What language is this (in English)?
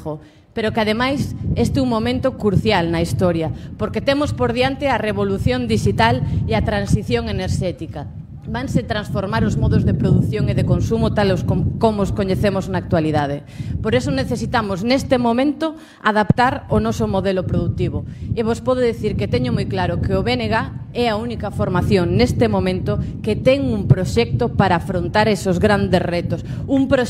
Galician